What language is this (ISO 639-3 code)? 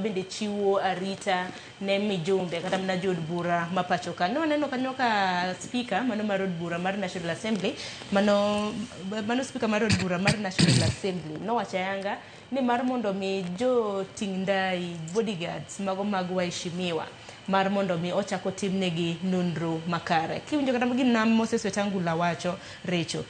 luo